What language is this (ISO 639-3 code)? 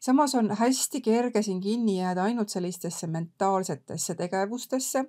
est